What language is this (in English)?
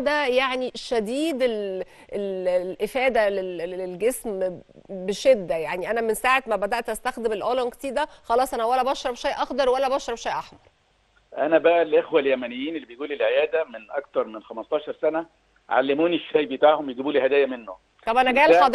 Egyptian Arabic